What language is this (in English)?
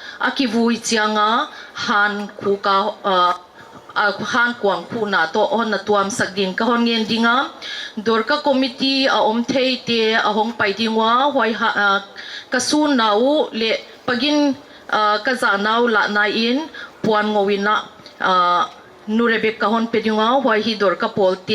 Paite Chin